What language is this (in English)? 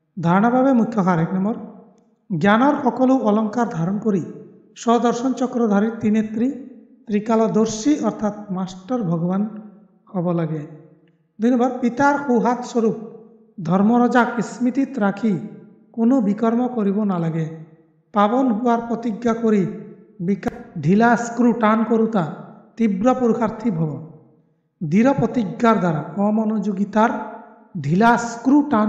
Assamese